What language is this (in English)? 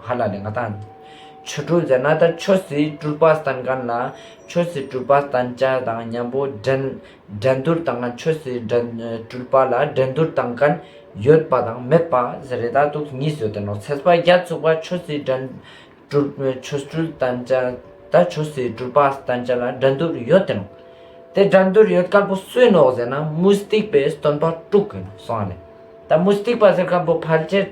Ladakhi